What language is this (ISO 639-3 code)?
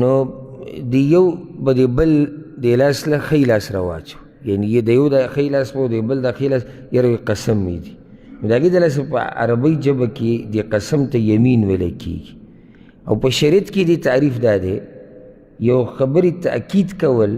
pus